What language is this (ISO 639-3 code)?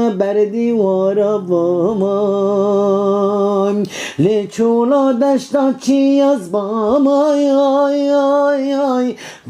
kur